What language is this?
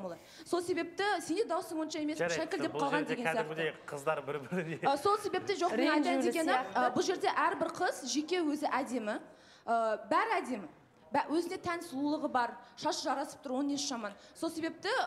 Kazakh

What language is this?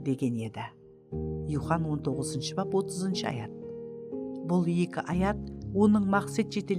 Kara-Kalpak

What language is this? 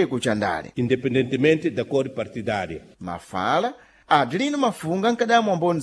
Sena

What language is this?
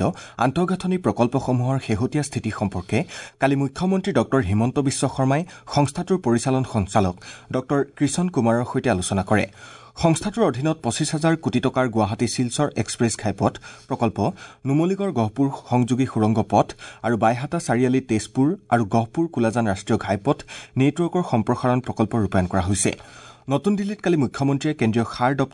Assamese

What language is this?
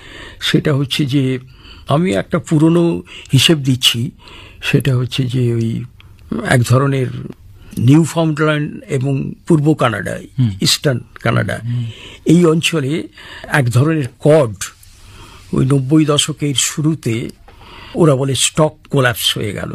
Bangla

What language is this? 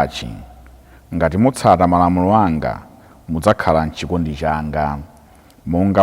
Nyanja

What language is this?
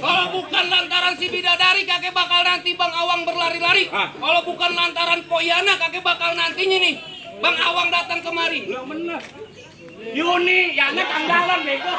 Betawi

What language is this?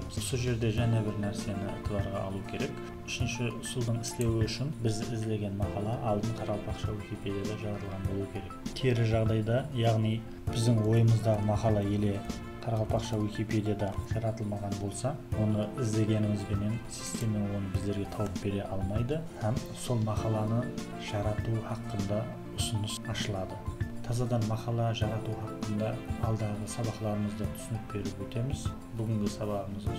Kara-Kalpak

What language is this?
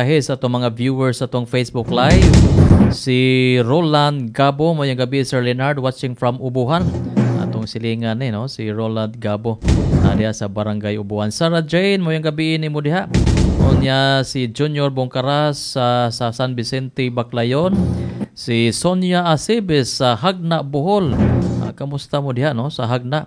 Cebuano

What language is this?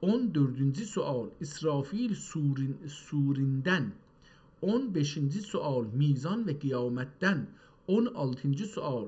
South Azerbaijani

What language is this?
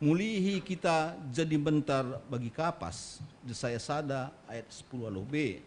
Batak Karo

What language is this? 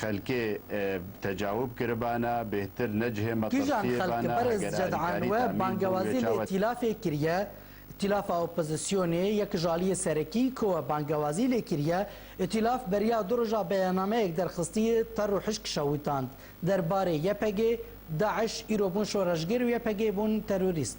Kurdish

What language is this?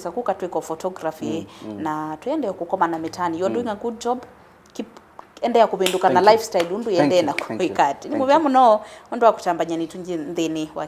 Kamba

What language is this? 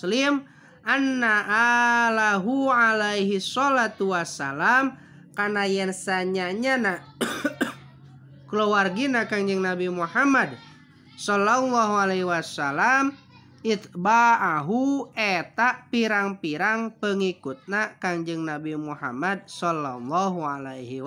Sundanese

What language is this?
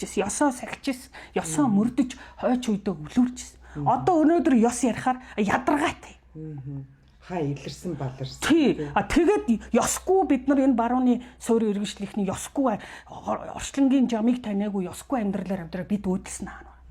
Mongolian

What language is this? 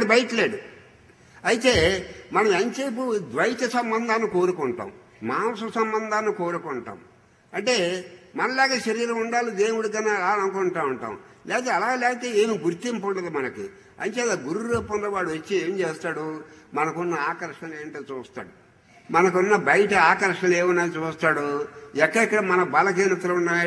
Telugu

